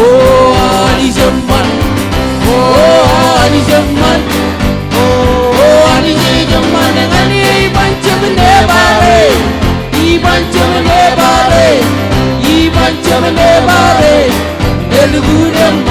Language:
Marshallese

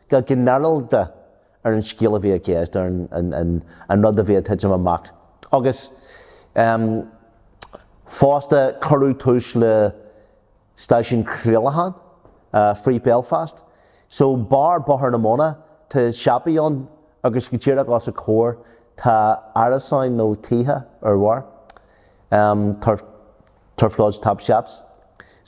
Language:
Irish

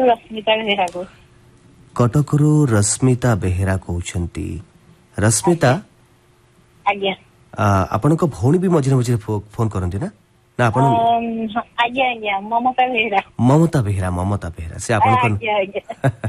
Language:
Odia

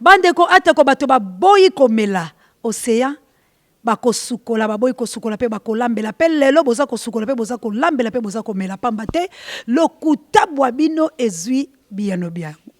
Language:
Lingala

